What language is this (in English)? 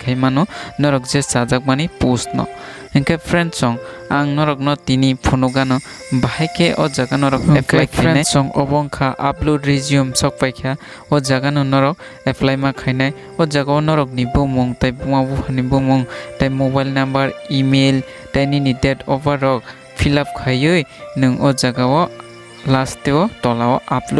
Kok Borok